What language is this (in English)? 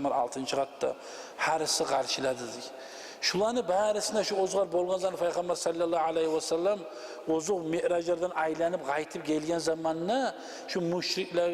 Kumyk